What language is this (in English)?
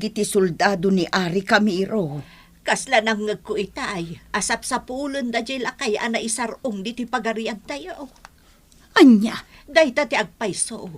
Iloko